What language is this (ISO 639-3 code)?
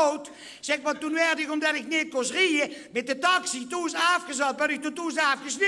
lim